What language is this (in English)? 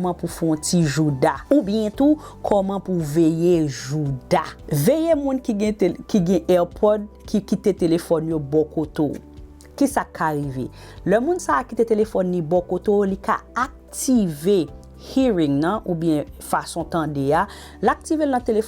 Haitian Creole